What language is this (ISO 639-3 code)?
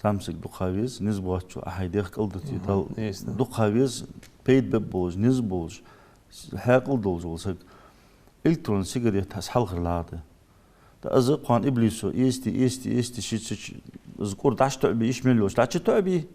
inh